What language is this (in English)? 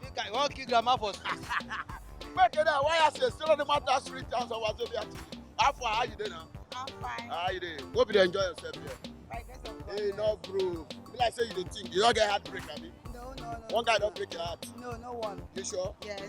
Nigerian Pidgin